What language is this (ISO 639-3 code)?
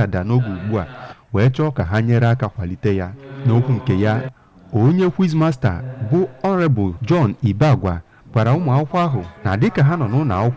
ibo